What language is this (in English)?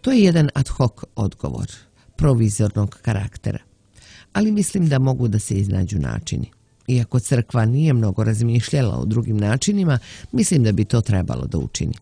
Serbian